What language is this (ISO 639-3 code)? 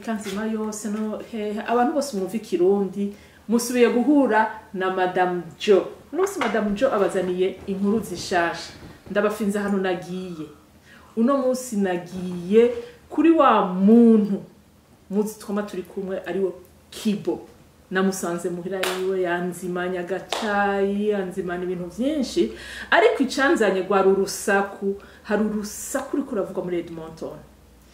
run